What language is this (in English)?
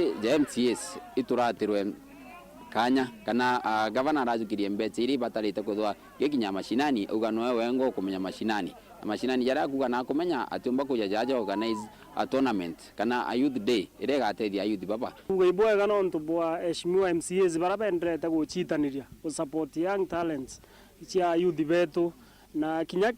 Meru